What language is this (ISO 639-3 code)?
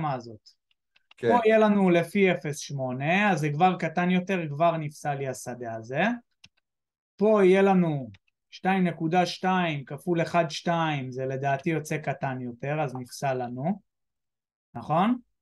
heb